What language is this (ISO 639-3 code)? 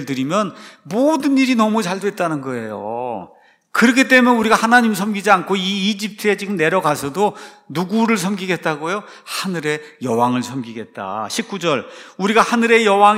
kor